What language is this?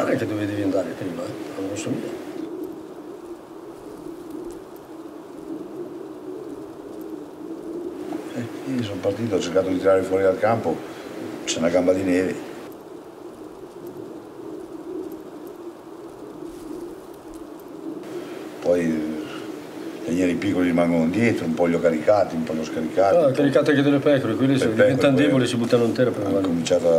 Italian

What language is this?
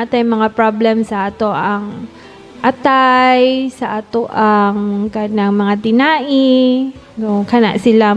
Cebuano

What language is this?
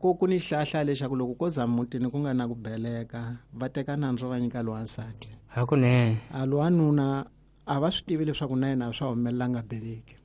Tsonga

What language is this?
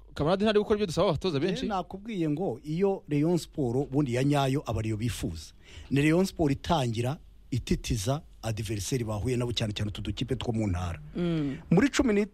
Kinyarwanda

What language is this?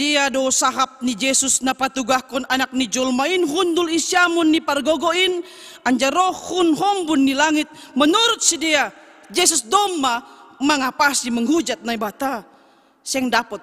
Batak Simalungun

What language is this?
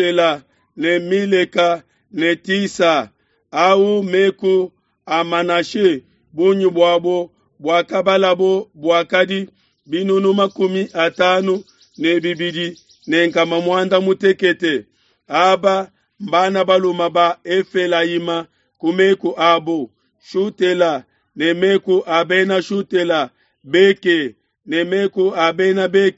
Luba-Lulua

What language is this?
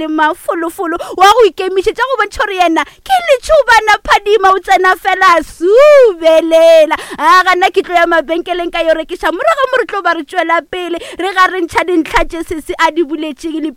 Northern Sotho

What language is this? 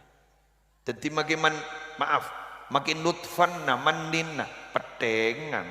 Madurese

